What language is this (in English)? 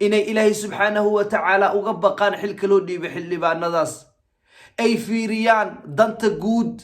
Somali